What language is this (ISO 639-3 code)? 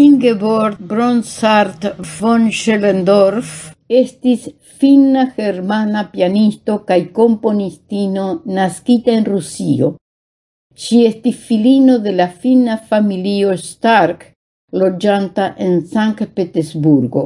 epo